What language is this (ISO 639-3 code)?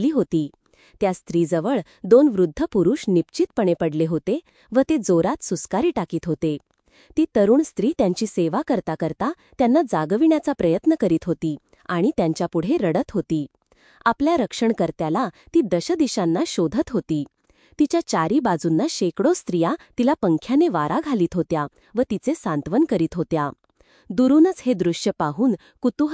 mar